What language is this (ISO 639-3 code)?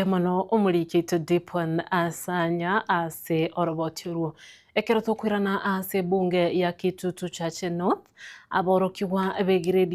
guz